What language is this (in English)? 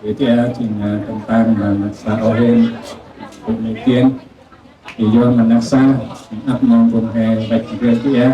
Central Mnong